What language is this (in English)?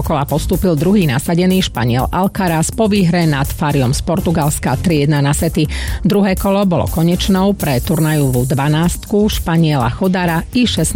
Slovak